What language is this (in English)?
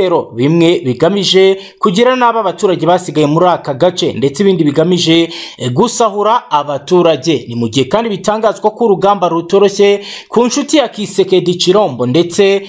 Kinyarwanda